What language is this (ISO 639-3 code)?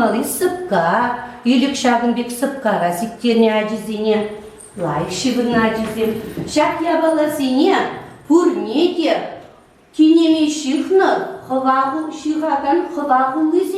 chv